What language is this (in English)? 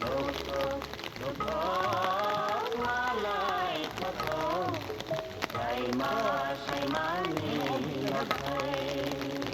Riang (India)